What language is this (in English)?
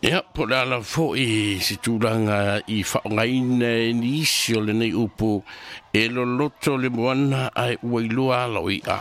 Samoan